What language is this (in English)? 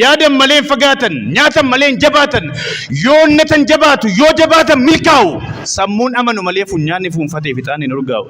Oromo